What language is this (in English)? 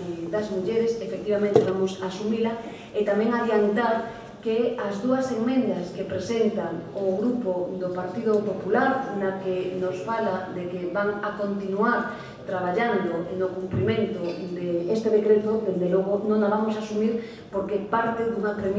Galician